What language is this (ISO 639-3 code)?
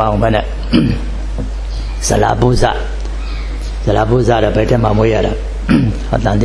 mya